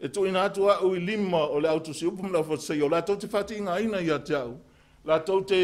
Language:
Samoan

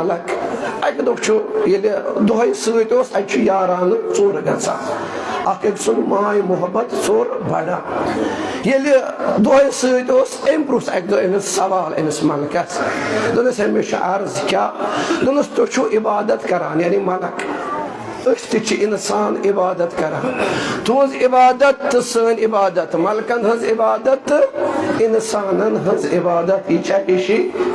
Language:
Kashmiri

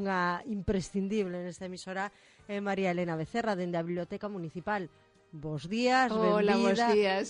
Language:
Galician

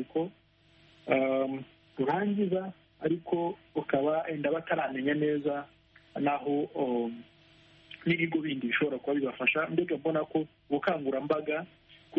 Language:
Kinyarwanda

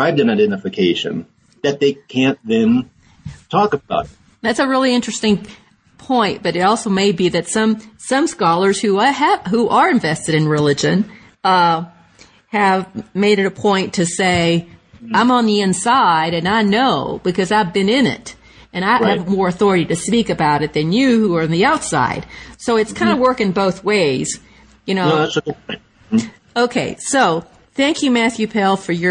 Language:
English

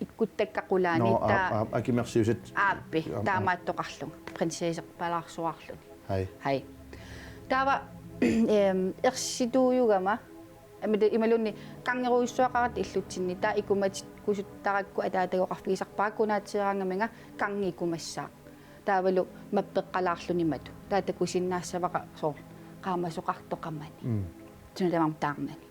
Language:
Kalaallisut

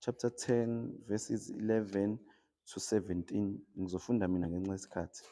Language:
Zulu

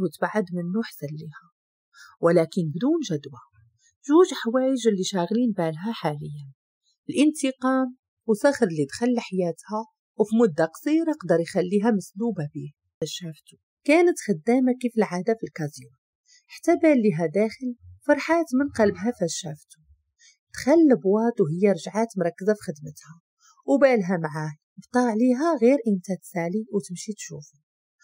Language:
Moroccan Arabic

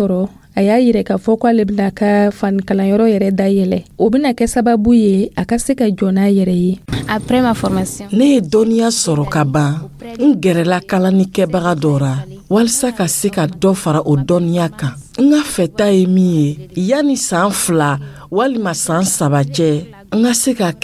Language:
Dyula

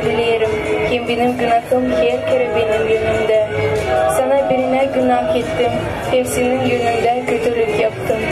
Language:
Gagauz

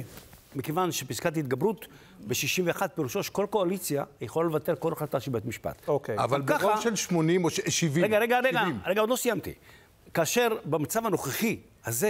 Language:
Hebrew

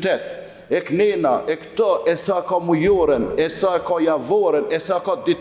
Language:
Albanian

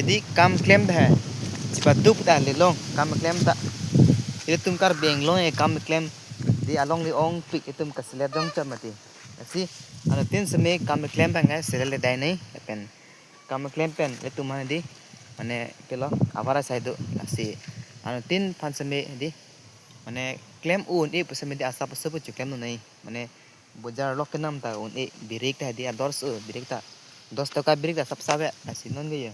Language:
Karbi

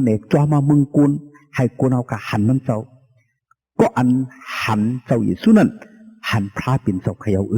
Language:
Shan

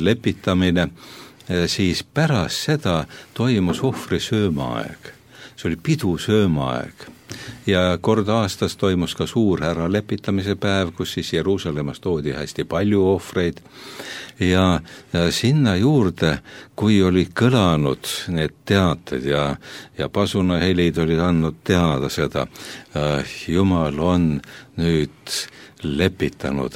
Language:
Estonian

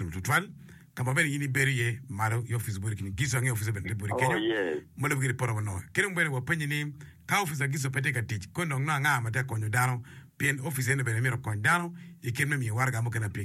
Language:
Acoli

